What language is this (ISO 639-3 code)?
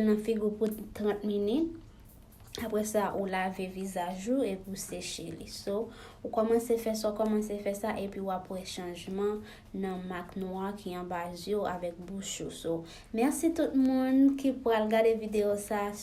hat